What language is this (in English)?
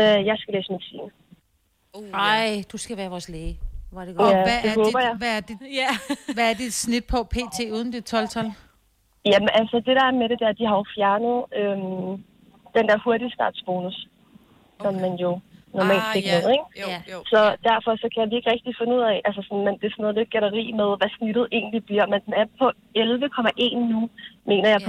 Danish